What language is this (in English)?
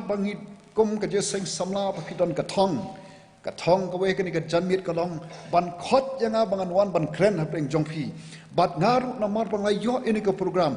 Khasi